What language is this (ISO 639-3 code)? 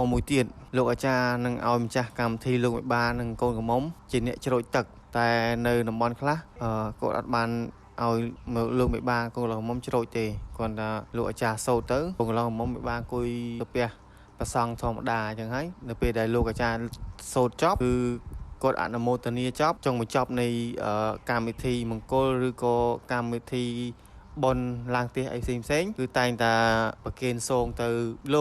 khm